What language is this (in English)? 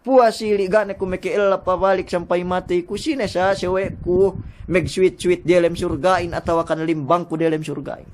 Yakan